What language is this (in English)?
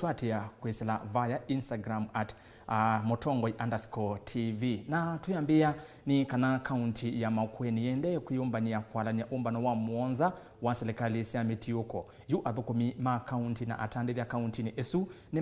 Kamba